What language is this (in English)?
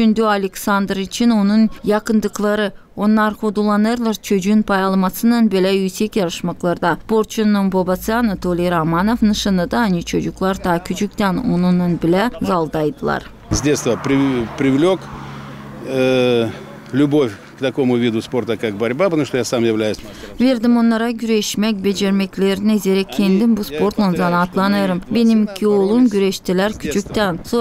Gagauz